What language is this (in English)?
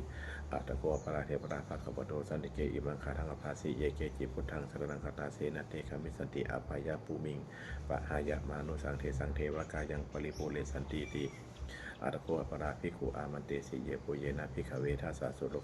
Pali